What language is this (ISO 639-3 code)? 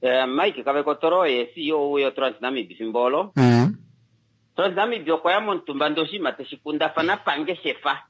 kua